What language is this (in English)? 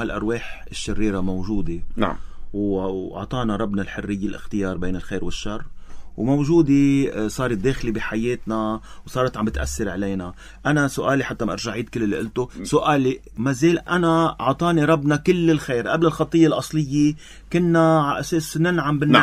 North Levantine Arabic